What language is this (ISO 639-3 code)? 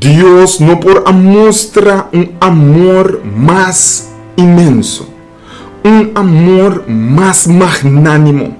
pap